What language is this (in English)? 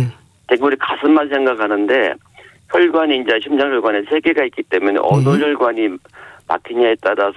Korean